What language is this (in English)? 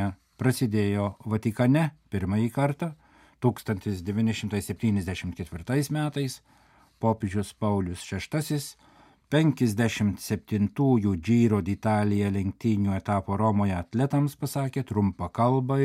Lithuanian